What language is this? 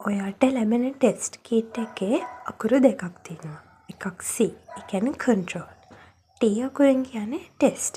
Sinhala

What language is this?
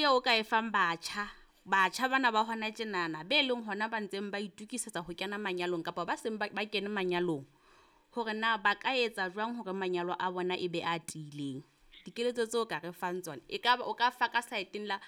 Southern Sotho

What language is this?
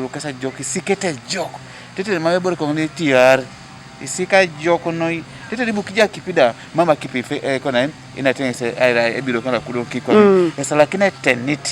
Teso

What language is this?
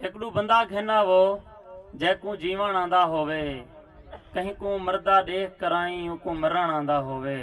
Saraiki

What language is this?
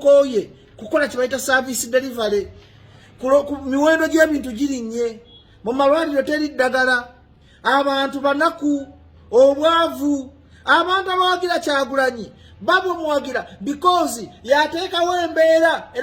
Ganda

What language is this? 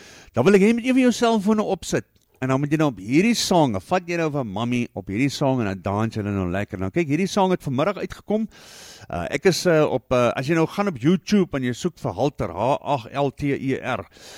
Afrikaans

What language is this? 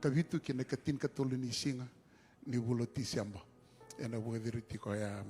Fijian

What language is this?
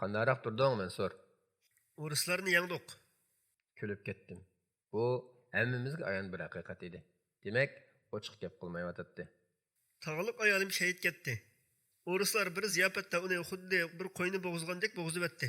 Uyghur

